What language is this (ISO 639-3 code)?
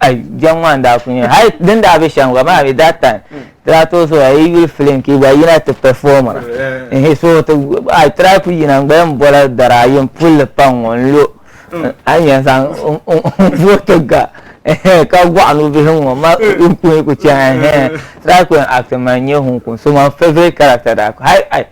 dag